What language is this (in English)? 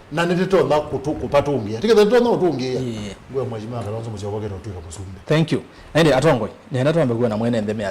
Kamba